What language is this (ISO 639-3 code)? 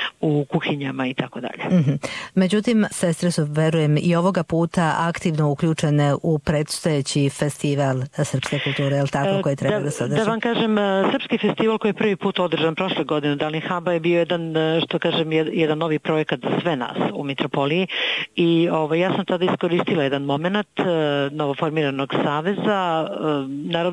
srp